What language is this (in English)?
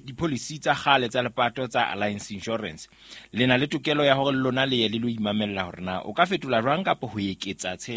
Southern Sotho